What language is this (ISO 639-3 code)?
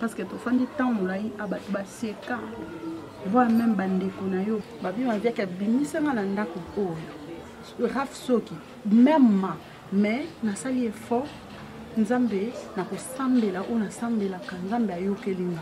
lin